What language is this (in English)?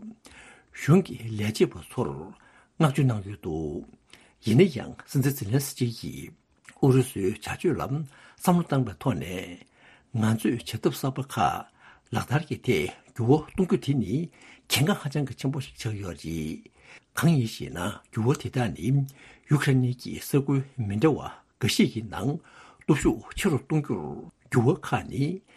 Tibetan